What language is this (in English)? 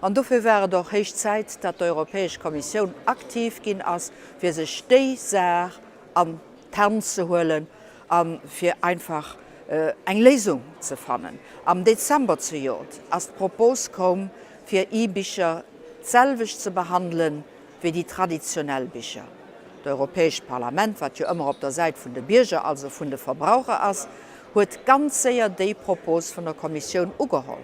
Luxembourgish